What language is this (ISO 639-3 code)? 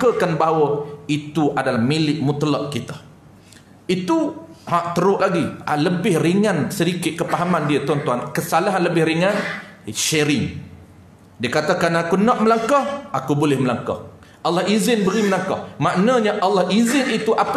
msa